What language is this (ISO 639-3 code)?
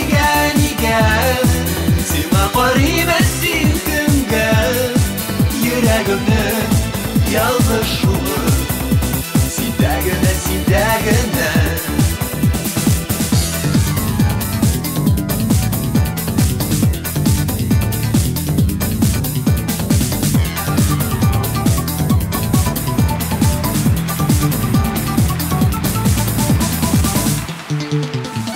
tat